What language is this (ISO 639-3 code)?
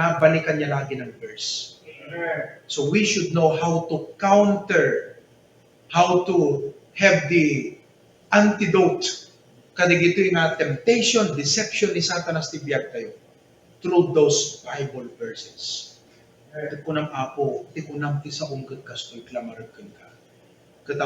ilo